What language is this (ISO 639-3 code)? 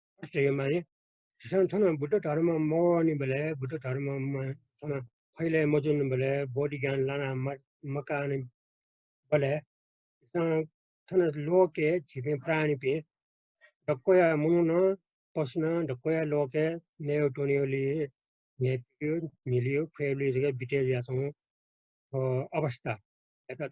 new